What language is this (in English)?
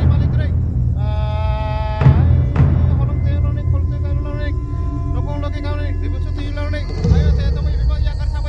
Kok Borok